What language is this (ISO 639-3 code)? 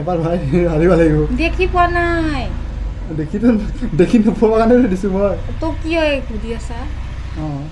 asm